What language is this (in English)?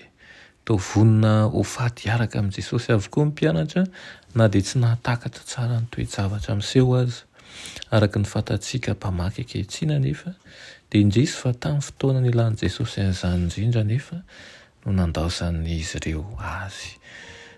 Malagasy